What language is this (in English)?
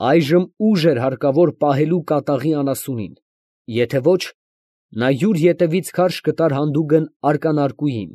Armenian